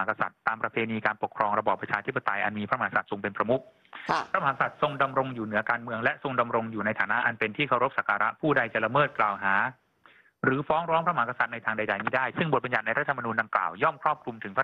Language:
Thai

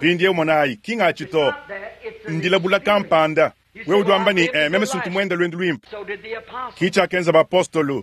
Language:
Luba-Lulua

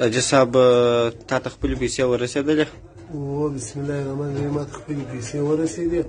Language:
Pashto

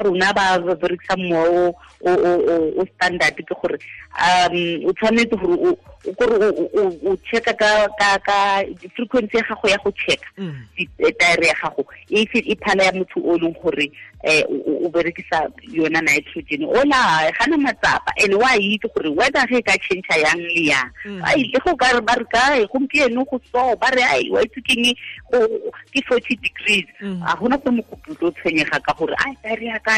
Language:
Tswana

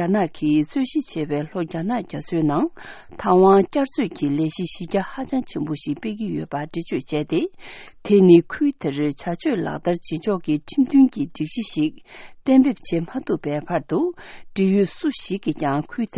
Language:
Tibetan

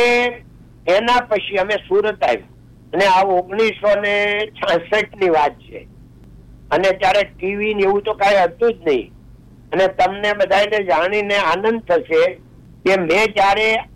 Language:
Gujarati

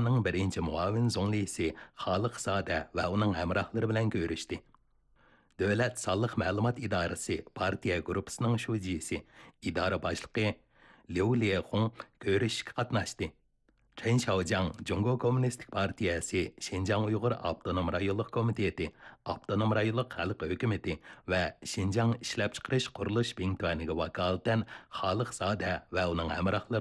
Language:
Uyghur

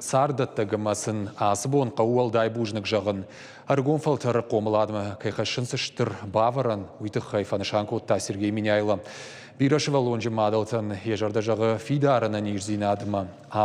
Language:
Ossetic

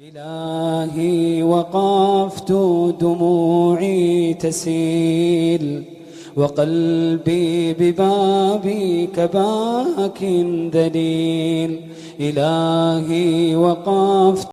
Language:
Maranao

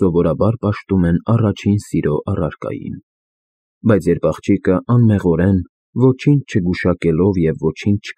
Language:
Armenian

